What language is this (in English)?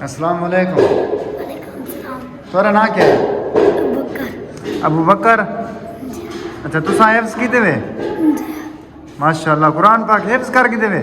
Saraiki